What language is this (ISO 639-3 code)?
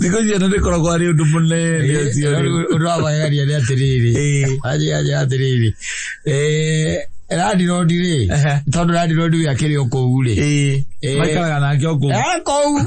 kik